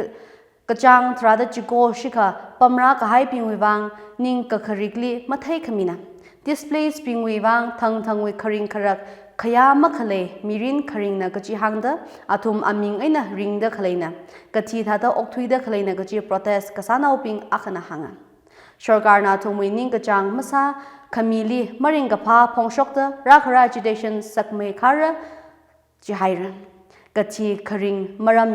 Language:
Tangkhul Naga (India)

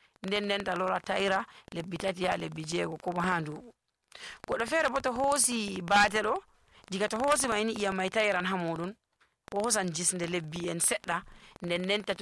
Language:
Nigerian Fulfulde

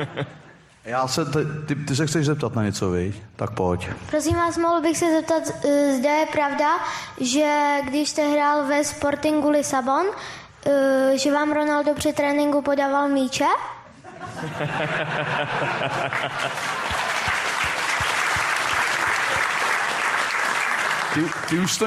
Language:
Czech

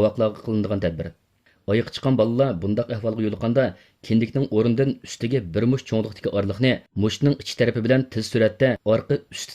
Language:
Uyghur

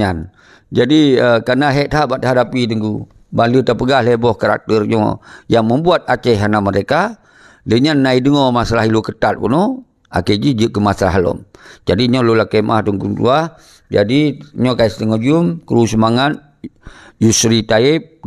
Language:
Achinese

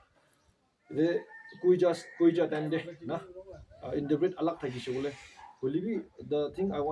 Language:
Naga Pidgin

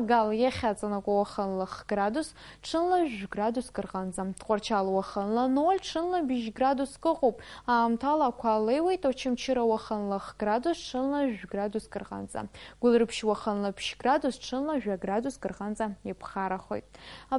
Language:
Abkhazian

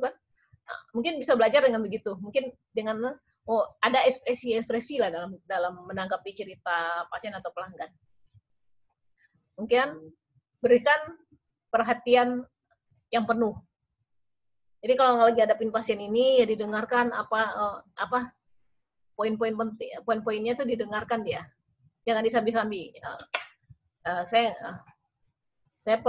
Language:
Indonesian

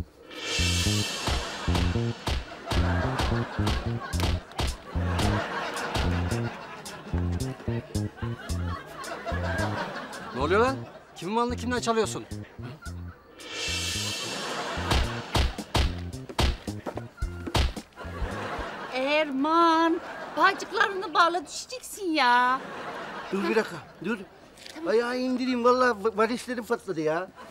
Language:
Turkish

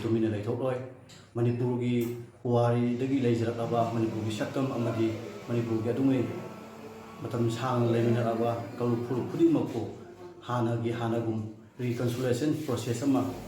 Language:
Manipuri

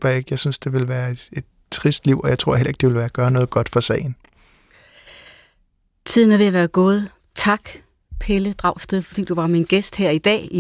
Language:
Danish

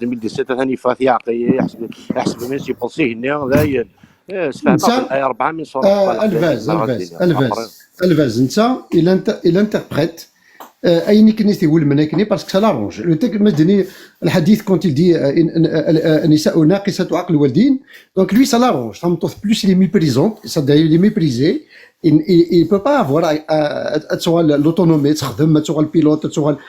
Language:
Kabyle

